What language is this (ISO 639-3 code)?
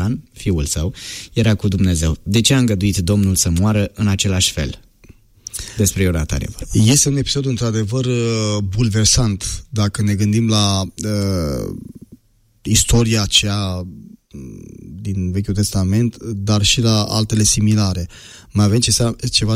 ron